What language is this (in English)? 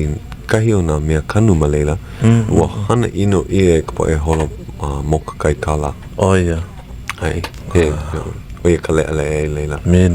Hawaiian